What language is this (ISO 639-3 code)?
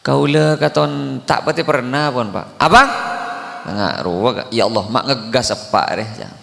mad